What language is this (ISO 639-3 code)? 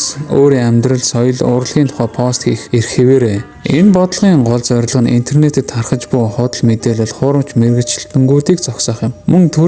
mon